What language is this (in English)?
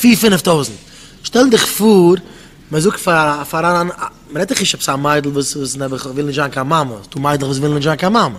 Yiddish